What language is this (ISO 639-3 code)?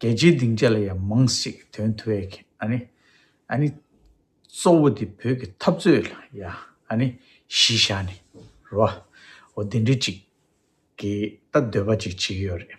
bod